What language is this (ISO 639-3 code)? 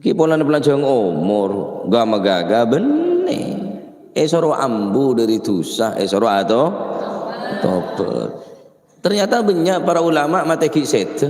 mad